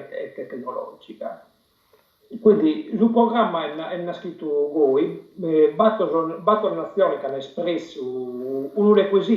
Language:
Sardinian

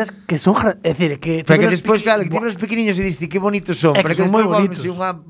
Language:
Galician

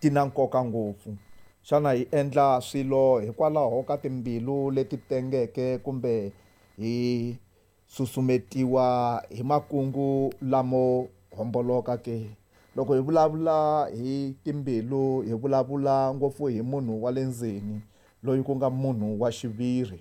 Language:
Tsonga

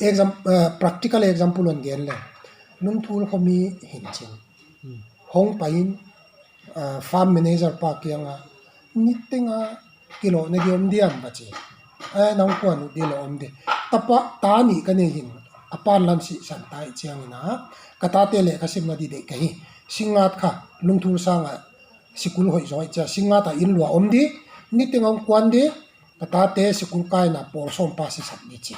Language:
Paite Chin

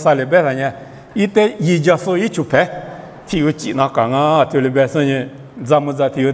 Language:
Lisu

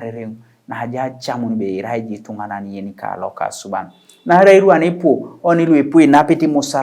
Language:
Teso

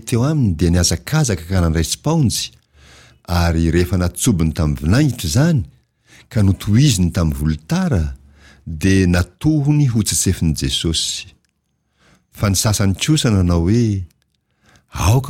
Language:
Malagasy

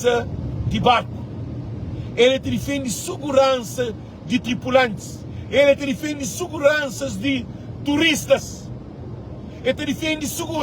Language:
Kabuverdianu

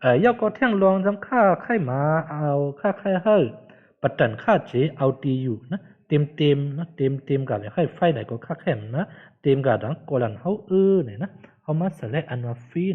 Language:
Shan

